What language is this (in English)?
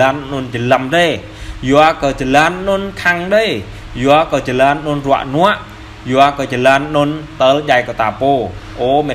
Jarai